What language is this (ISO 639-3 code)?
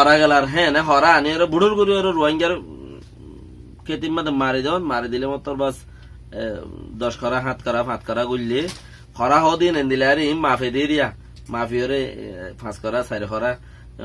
rhg